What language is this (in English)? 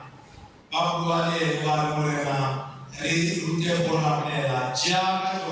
Tswana